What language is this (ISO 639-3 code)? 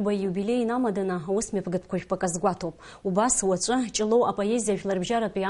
abk